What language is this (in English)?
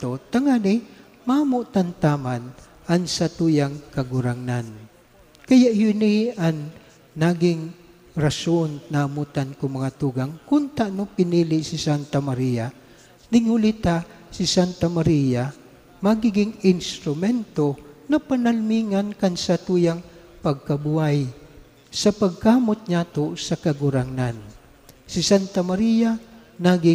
Bikol